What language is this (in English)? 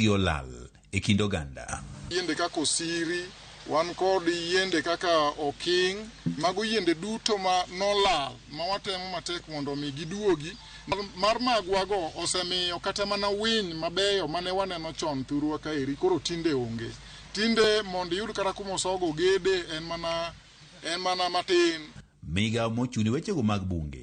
Luo (Kenya and Tanzania)